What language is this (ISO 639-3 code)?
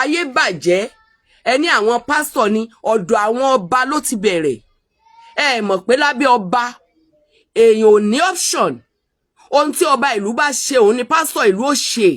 yor